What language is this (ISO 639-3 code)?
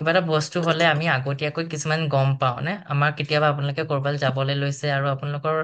asm